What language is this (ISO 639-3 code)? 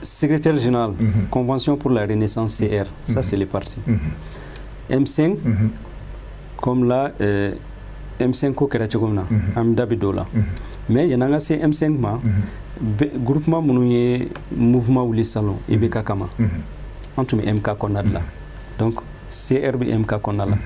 bam